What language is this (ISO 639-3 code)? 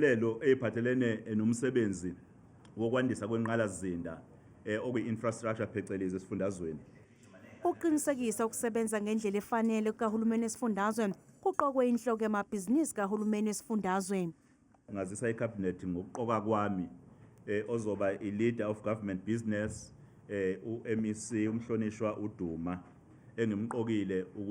zul